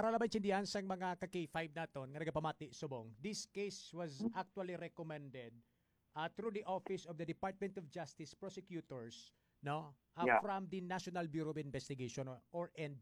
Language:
Hiligaynon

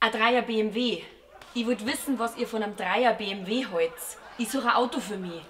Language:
Bavarian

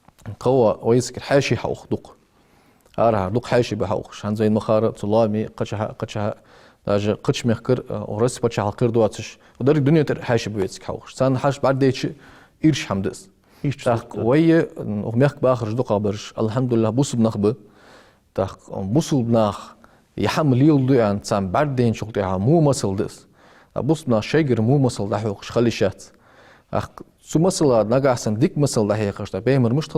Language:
Ingush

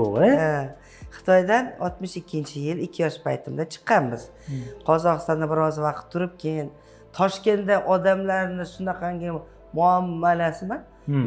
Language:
Uzbek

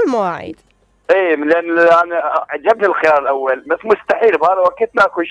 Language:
Mesopotamian Arabic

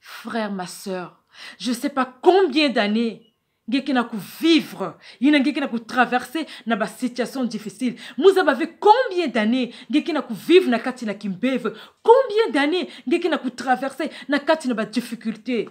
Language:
Kituba (Democratic Republic of Congo)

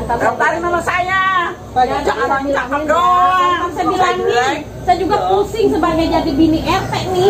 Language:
Betawi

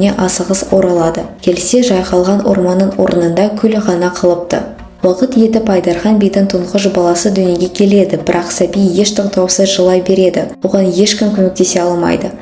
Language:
Kazakh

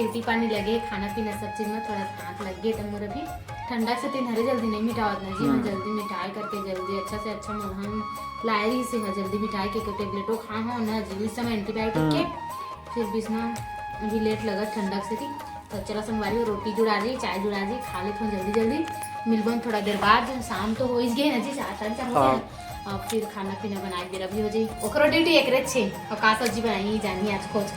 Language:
Chhattisgarhi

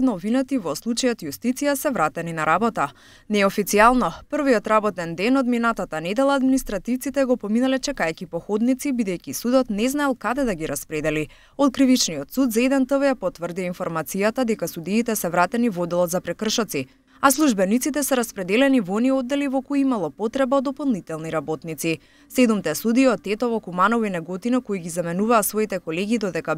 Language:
Macedonian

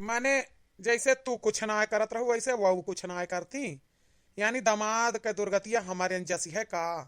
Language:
Awadhi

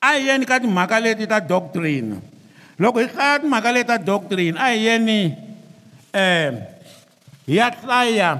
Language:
Tsonga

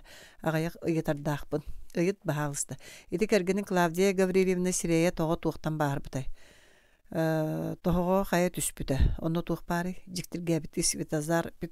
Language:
Yakut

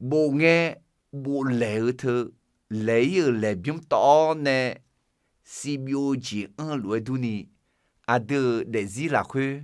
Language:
Akha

